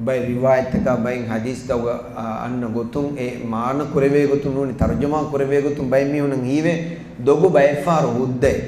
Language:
Divehi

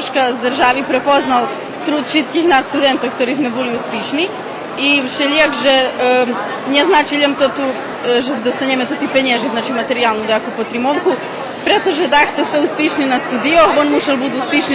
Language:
Rusyn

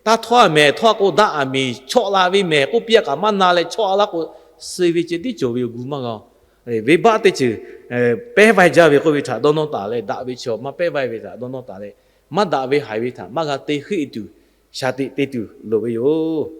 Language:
Lahu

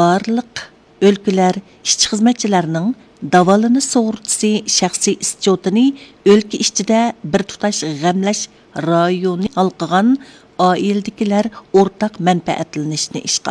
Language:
Uyghur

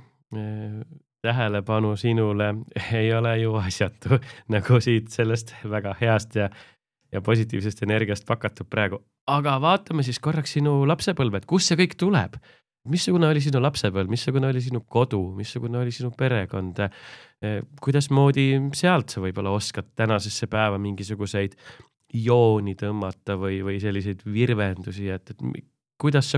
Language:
Estonian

